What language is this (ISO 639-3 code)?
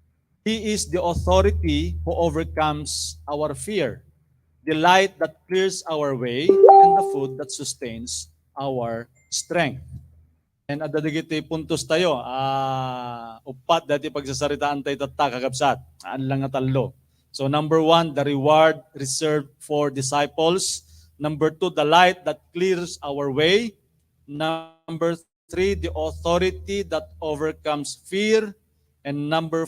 ilo